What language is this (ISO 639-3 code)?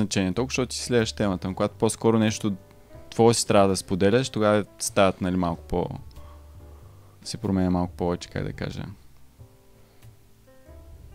bul